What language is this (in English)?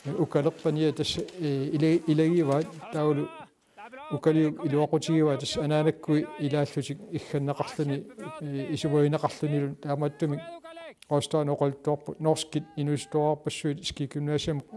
Kalaallisut